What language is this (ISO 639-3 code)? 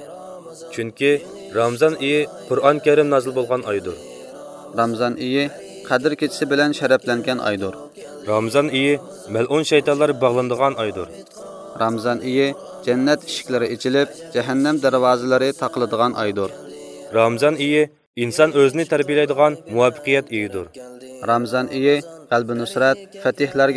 uig